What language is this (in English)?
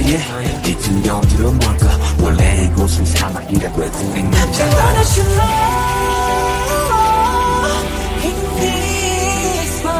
Korean